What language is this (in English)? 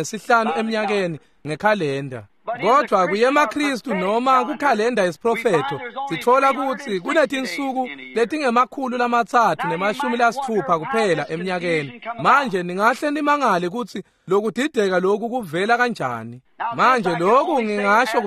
Swati